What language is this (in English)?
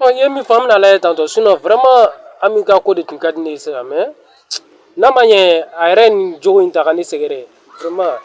Bambara